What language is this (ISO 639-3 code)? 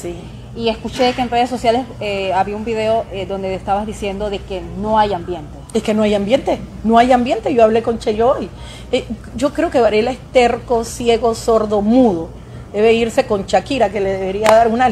spa